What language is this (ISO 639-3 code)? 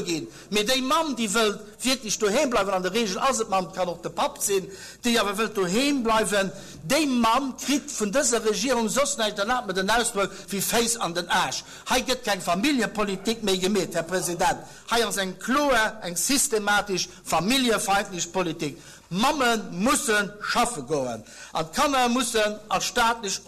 ltz